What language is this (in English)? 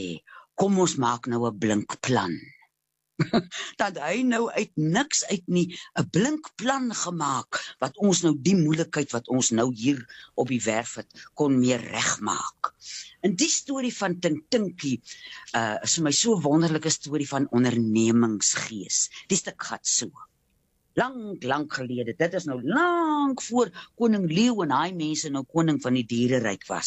Afrikaans